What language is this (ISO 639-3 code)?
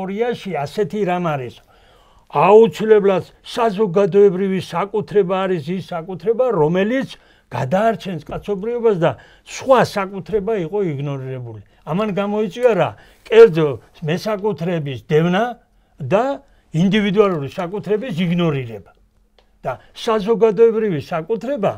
kat